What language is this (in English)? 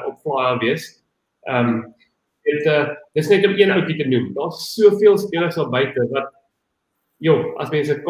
Afrikaans